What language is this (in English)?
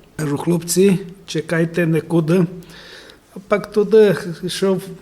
Rusyn